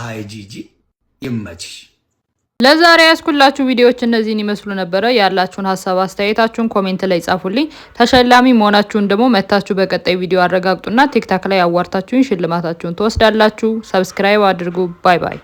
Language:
Amharic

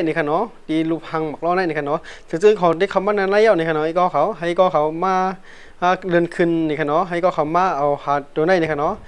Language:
Shan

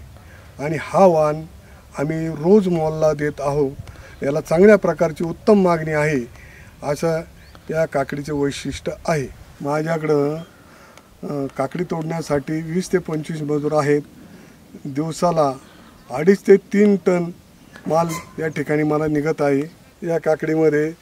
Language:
Marathi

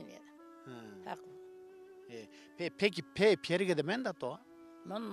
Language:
Zaza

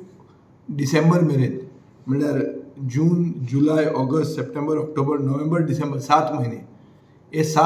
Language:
Konkani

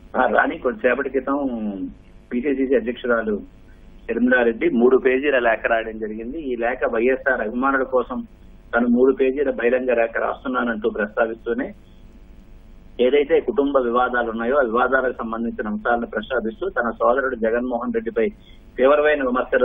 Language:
Telugu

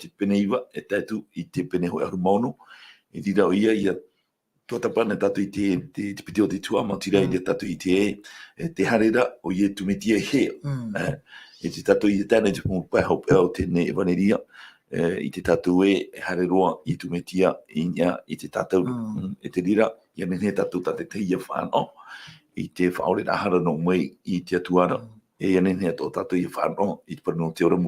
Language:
Tahitian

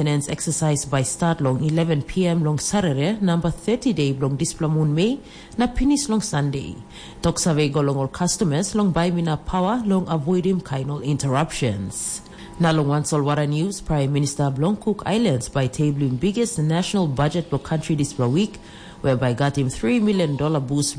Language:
Tok Pisin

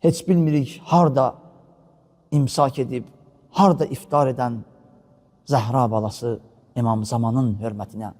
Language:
Azerbaijani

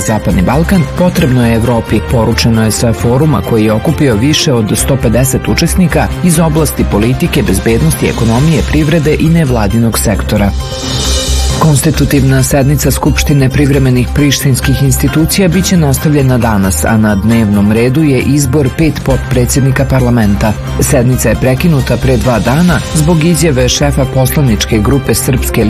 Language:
Serbian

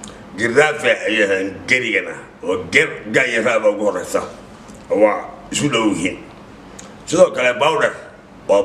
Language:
Somali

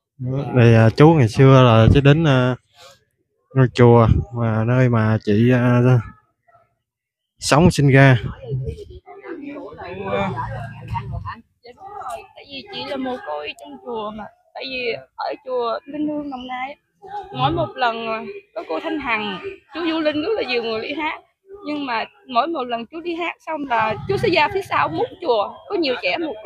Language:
Vietnamese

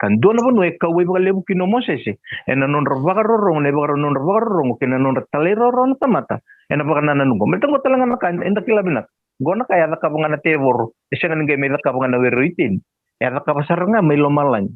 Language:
Fijian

